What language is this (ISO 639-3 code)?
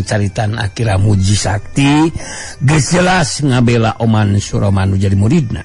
sun